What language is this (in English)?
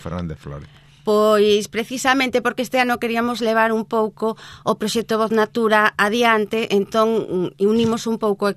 Galician